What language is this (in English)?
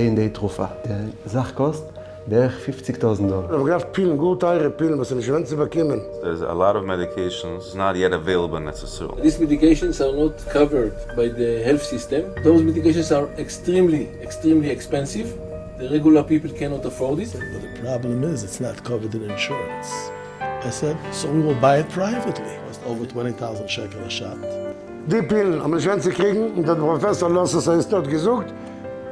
Yiddish